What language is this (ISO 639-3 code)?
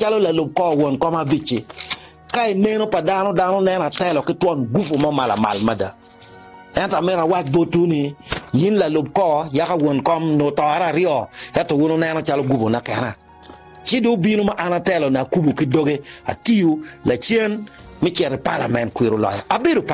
ach